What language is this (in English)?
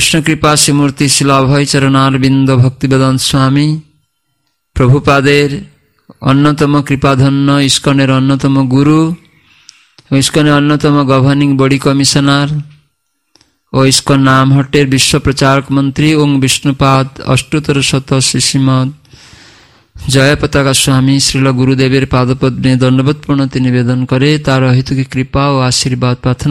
Bangla